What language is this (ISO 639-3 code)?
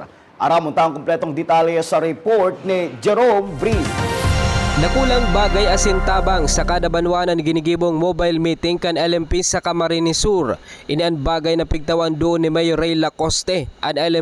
bik